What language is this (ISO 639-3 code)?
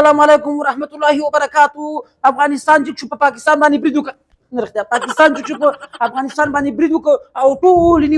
pus